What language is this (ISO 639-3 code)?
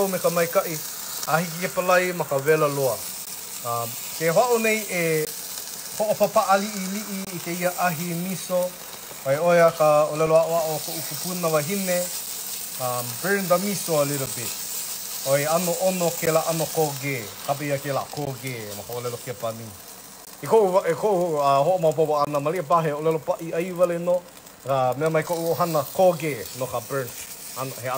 haw